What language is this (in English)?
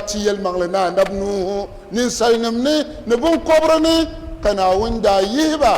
Dagbani